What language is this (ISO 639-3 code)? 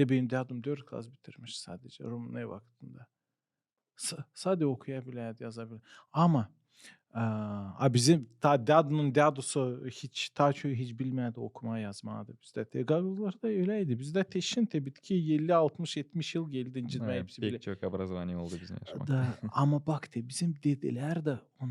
gag